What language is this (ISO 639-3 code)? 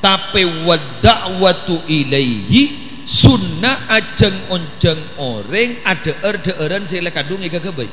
mad